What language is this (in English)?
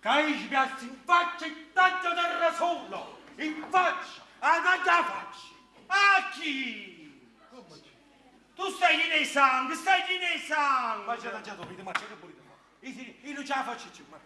Neapolitan